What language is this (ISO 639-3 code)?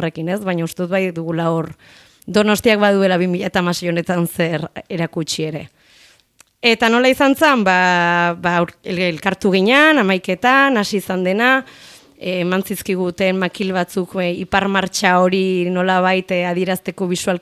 eus